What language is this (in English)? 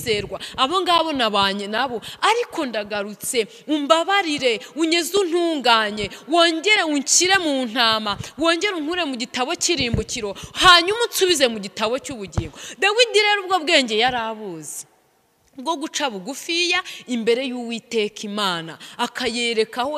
Kinyarwanda